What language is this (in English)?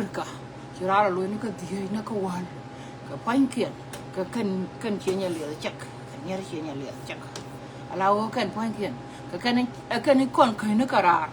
Nuer